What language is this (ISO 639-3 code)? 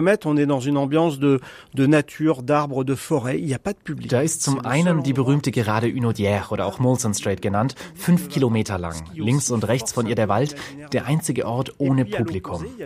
deu